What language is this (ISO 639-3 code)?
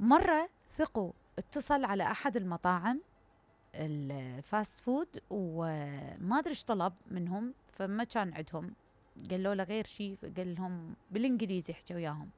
acm